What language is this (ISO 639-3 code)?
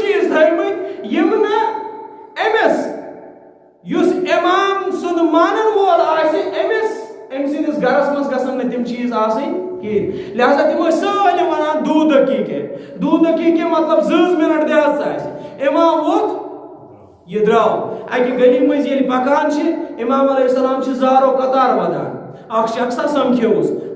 kas